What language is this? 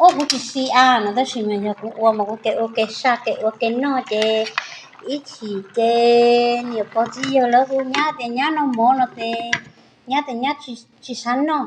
Hmong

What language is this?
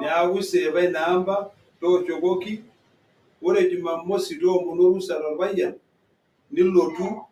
Masai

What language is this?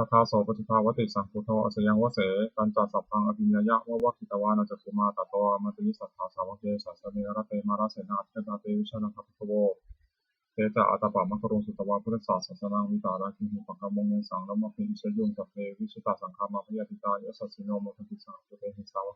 Pali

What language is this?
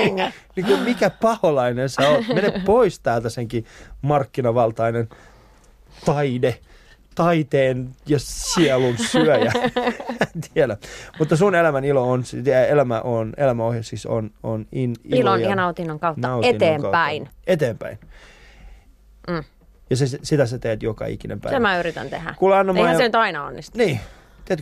Finnish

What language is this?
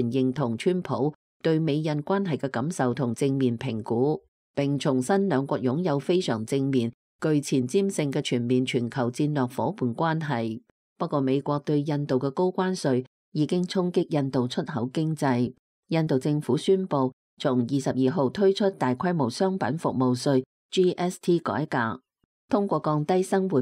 Cantonese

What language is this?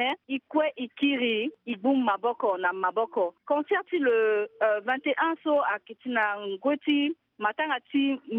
Sango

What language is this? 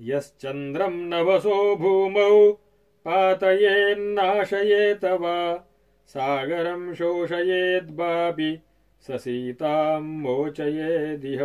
Sanskrit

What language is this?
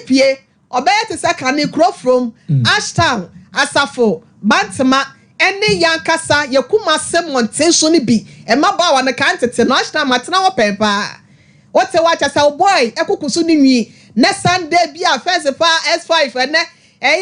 Akan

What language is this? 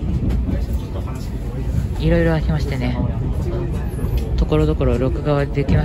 Japanese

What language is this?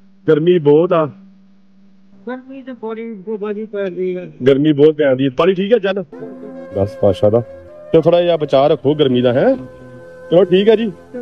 Punjabi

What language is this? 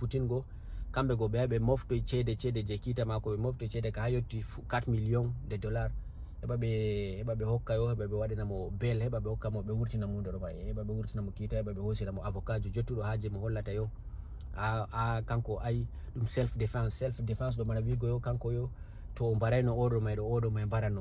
Fula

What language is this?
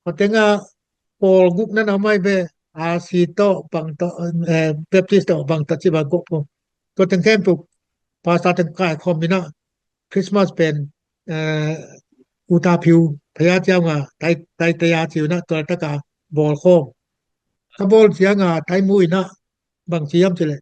Tedim Chin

